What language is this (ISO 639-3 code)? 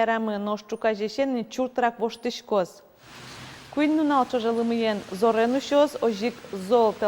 udm